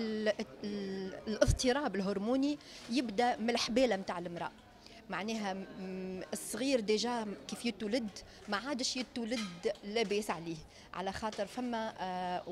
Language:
Tunisian Arabic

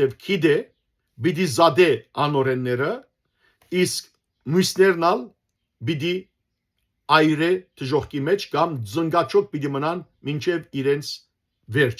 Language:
Western Armenian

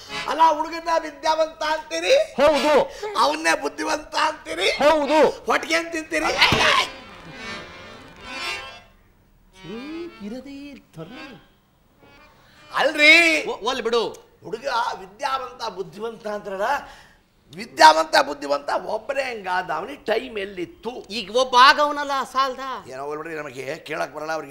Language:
Kannada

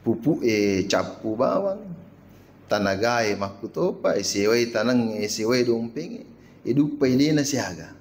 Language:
Buginese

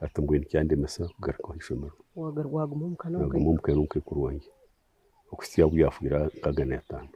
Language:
Nyankole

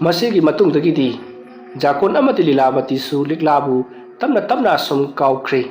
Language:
Manipuri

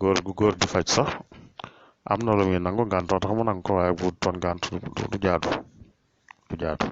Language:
Wolof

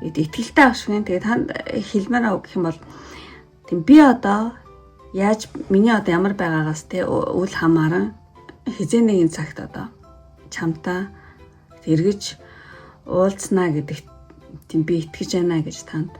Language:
Mongolian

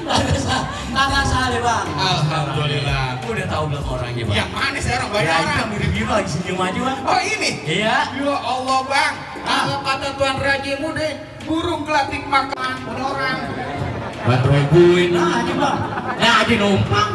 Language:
Betawi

